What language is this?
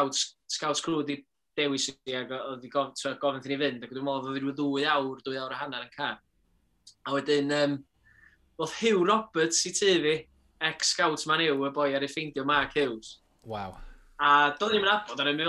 Welsh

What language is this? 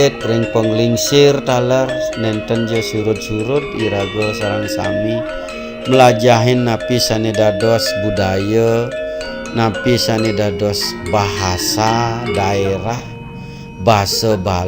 Balinese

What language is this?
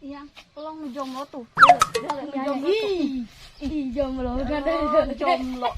Sundanese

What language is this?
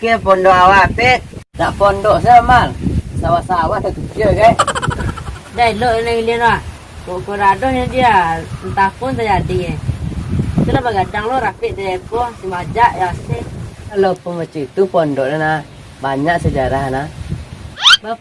Minangkabau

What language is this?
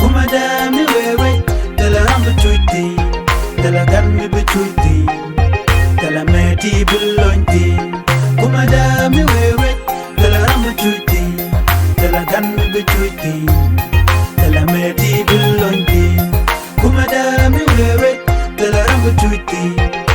Nuer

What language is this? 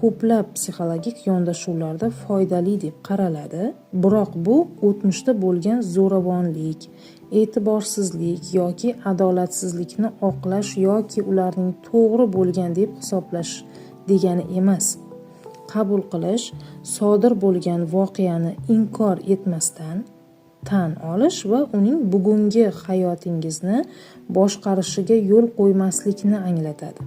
Uzbek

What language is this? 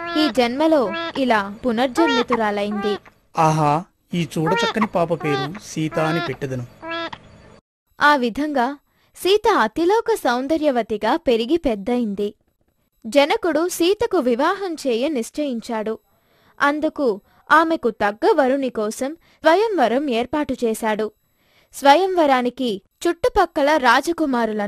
Telugu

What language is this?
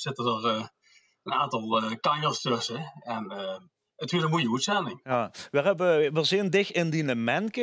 Limburgish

